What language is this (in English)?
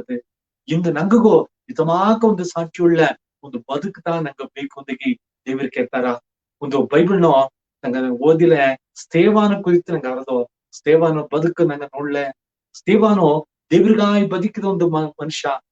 Badaga